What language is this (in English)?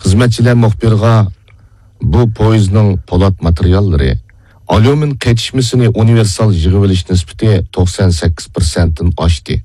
Uyghur